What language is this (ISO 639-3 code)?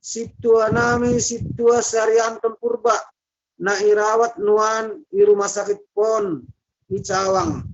bts